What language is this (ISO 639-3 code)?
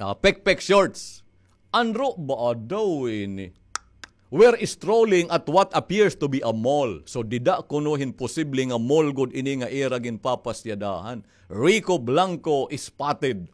war